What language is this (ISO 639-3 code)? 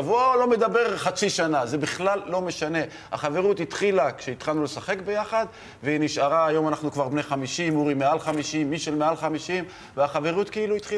heb